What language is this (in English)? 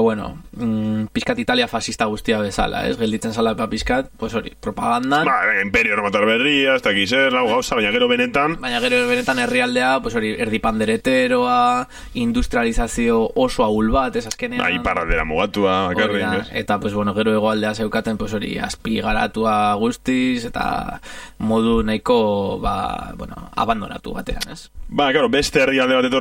Basque